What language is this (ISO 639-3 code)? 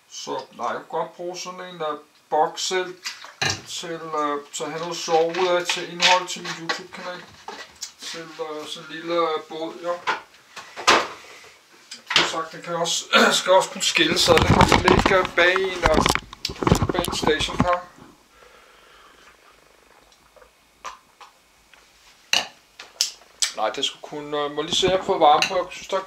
dan